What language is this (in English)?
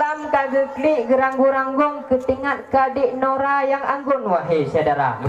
Achinese